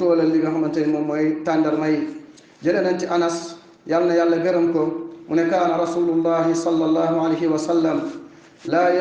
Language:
Wolof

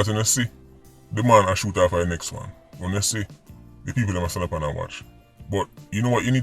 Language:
Jamaican Creole English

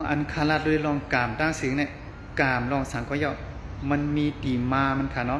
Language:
Shan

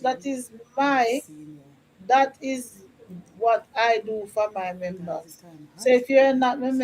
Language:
Jamaican Creole English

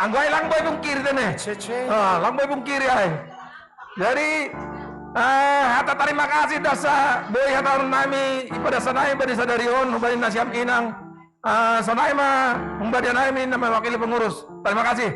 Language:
Batak Simalungun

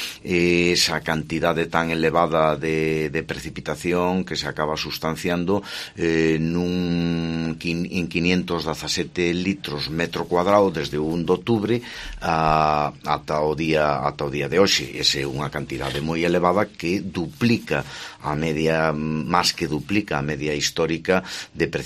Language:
Galician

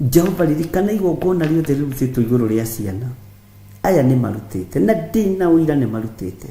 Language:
Kikuyu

